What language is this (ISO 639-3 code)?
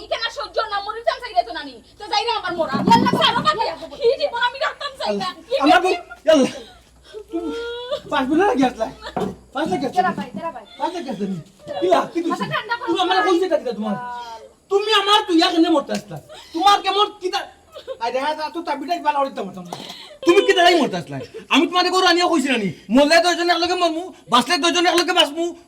syl